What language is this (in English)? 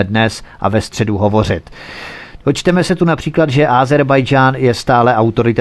Czech